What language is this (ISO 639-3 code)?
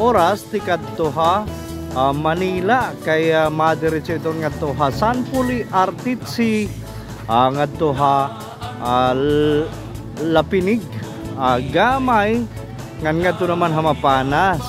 war